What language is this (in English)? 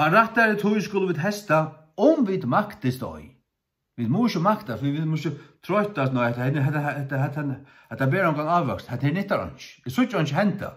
Faroese